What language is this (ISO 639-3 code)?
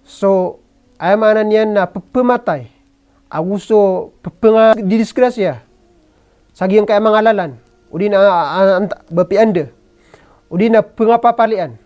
mrw